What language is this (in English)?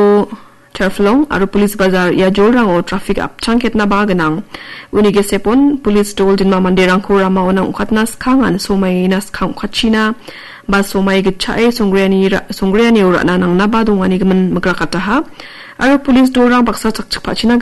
Garo